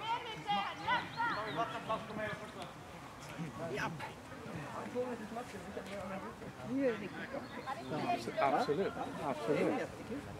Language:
Swedish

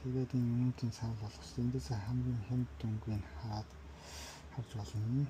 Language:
Mongolian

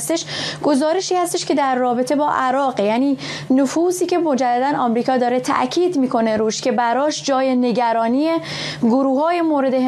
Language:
Persian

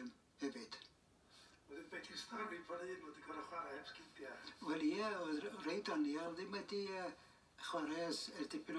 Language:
Welsh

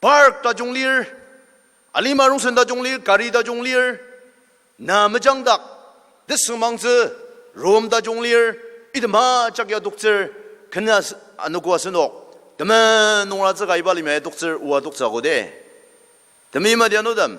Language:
Ao Naga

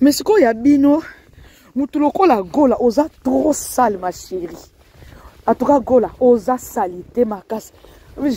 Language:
Lingala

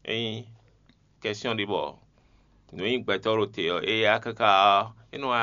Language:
Fon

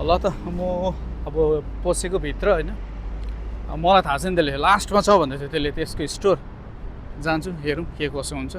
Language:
Nepali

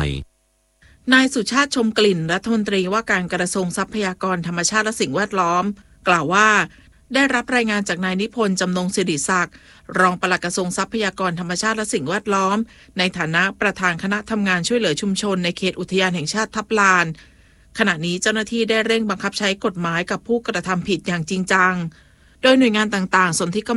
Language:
Thai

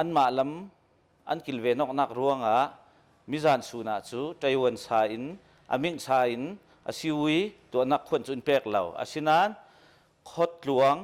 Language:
Hakha Chin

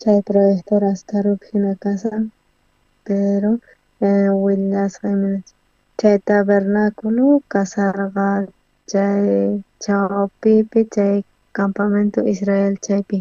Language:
South Bolivian Quechua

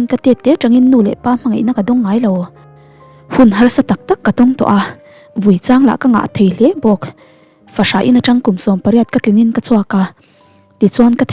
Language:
Mizo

